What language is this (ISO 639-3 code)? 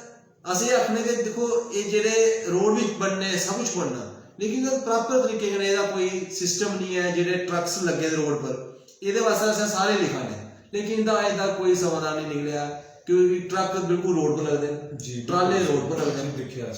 doi